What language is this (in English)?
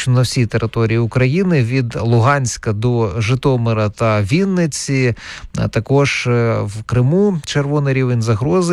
Ukrainian